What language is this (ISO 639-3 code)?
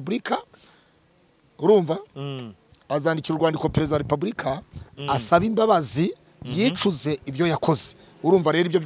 kin